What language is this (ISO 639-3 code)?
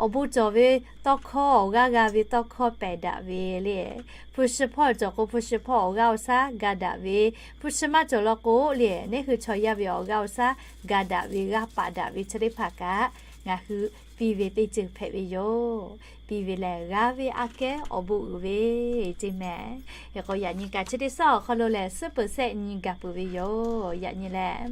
lhu